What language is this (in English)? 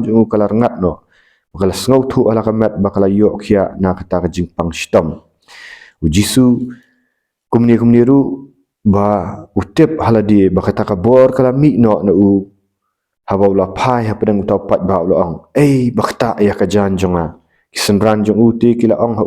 Khasi